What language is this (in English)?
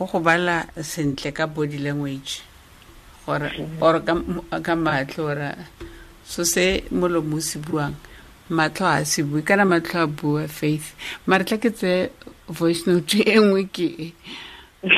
Tswana